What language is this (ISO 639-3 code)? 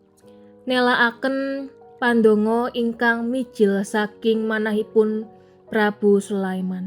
jav